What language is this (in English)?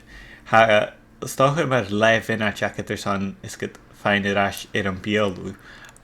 Scottish Gaelic